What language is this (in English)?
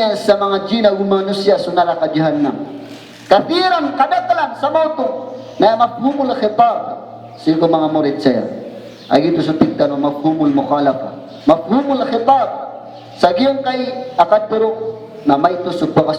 Maranao